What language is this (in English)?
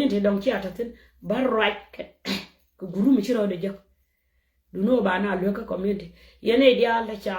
Nuer